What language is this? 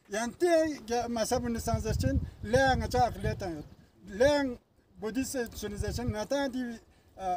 Ladakhi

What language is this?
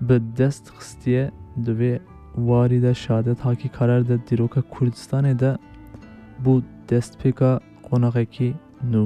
Kurdish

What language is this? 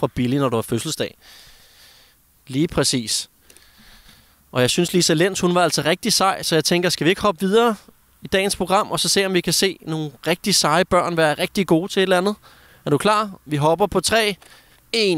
Danish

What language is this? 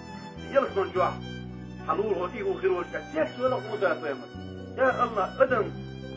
Chechen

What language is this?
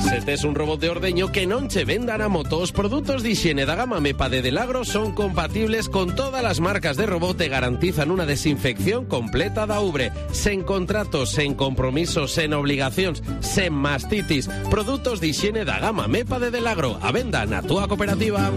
Galician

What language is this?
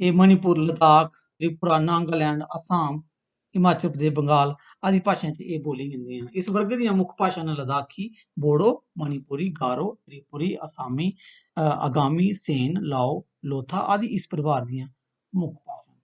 Dogri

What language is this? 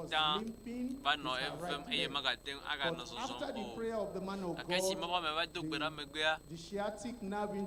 Ewe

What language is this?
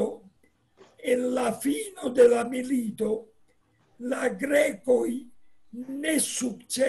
Esperanto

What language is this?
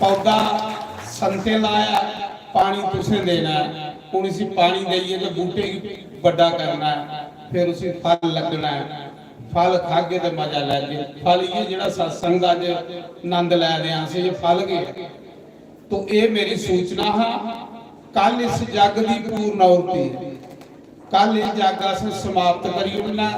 Dogri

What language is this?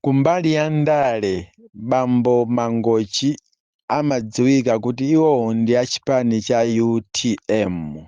Nyanja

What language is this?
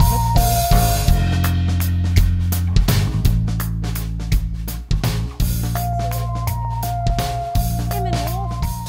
Dutch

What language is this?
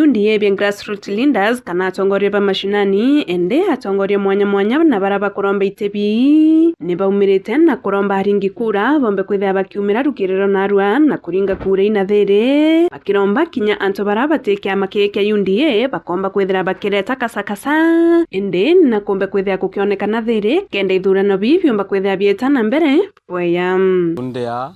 Meru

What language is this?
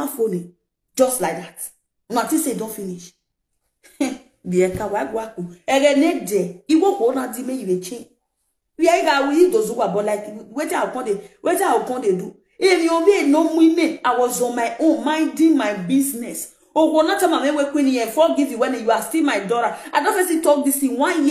Nigerian Pidgin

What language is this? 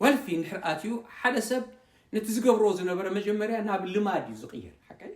Tigrinya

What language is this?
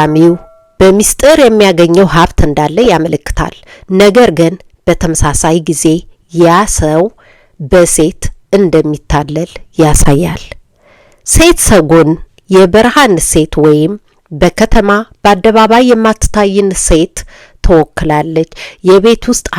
Amharic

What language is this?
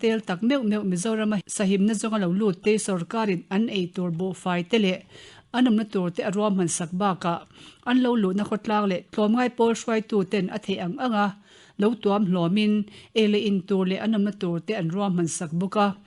Mizo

